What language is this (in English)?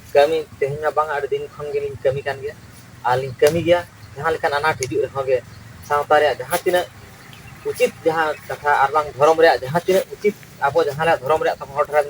Santali